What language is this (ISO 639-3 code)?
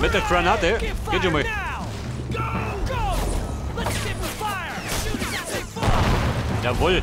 bar